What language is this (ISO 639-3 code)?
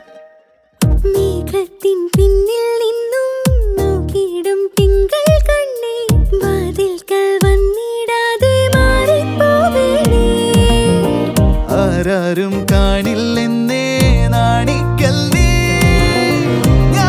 mal